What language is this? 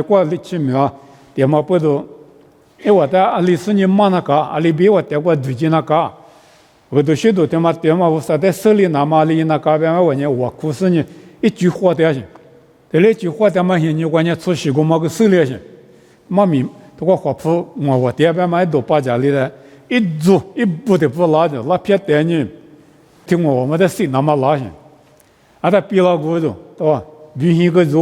Lisu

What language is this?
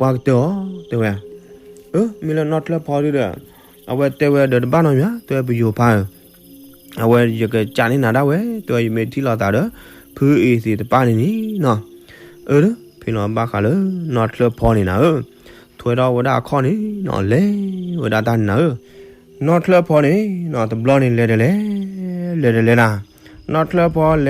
S'gaw Karen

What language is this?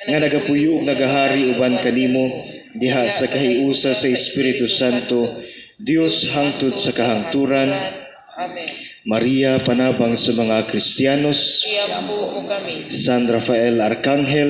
Cebuano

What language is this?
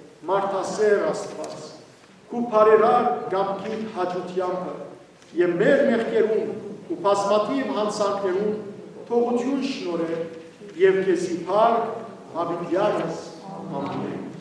Western Armenian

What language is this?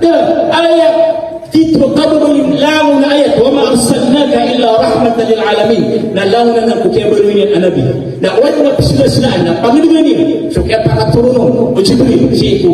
Maranao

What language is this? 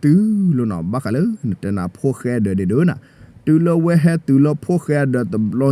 S'gaw Karen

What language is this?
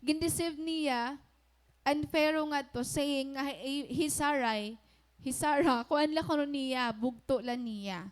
Waray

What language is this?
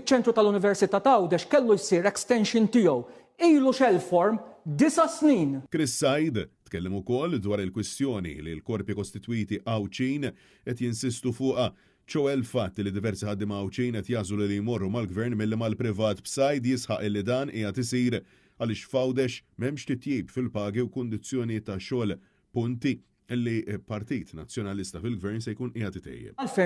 Maltese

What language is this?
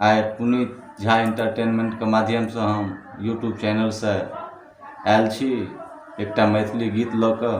Maithili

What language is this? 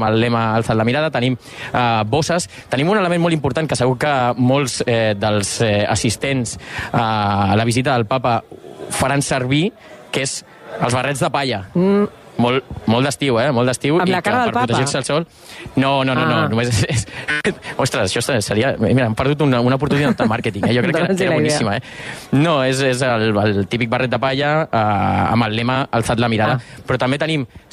Catalan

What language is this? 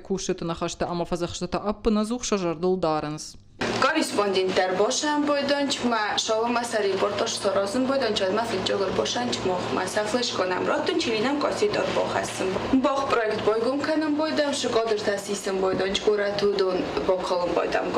Ossetic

